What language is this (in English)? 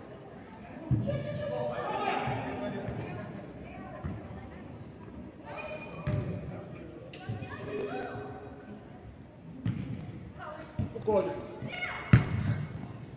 Bulgarian